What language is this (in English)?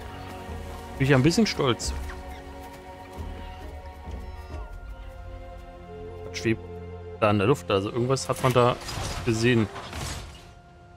German